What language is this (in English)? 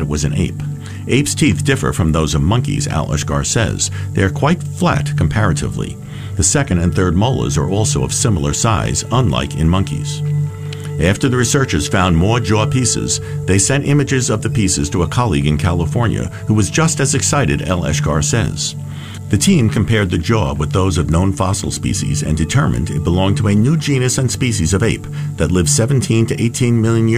English